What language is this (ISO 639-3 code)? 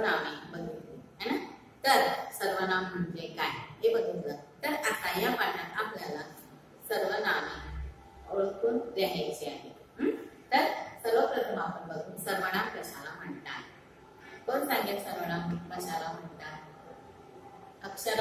mar